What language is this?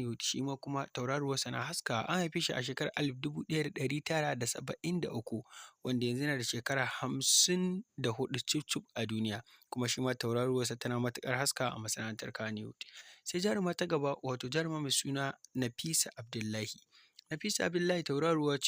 Hausa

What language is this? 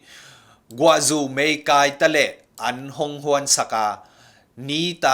Tedim Chin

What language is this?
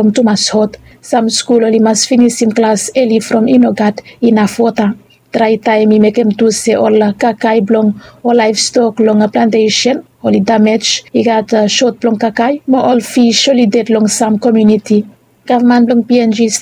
Bislama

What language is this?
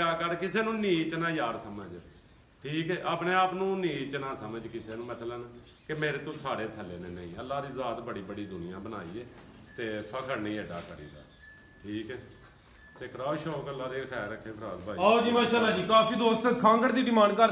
Punjabi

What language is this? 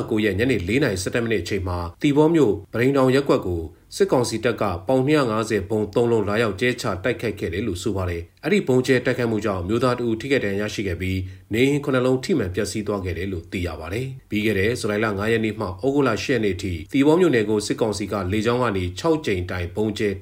Burmese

